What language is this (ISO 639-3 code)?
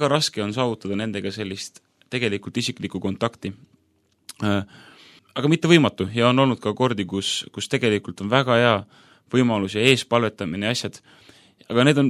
est